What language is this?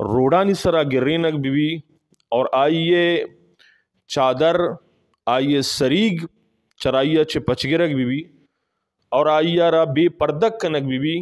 Eastern Balochi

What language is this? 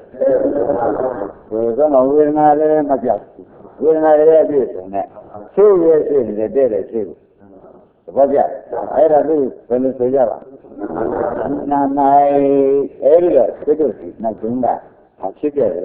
Burmese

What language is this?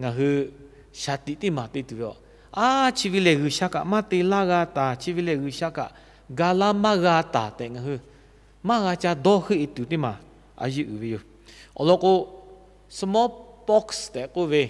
Lahu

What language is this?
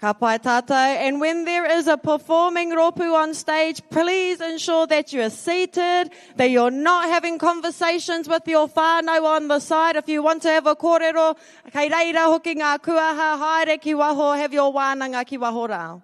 Māori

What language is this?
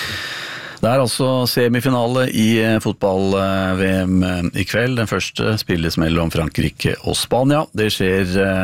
Norwegian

